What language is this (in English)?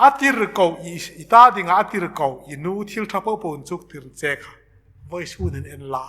Hmar